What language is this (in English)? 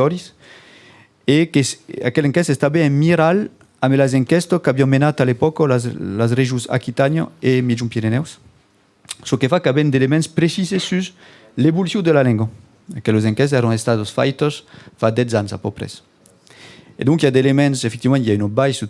Occitan